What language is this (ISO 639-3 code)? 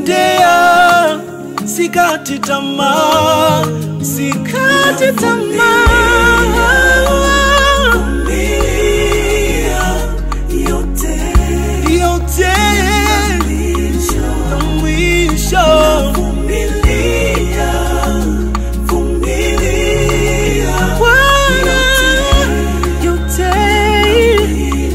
swa